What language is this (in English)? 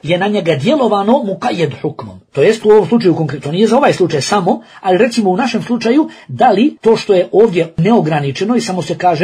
Bosnian